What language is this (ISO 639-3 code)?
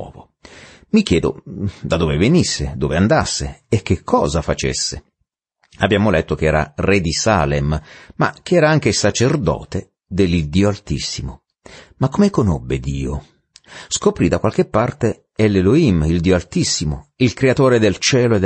ita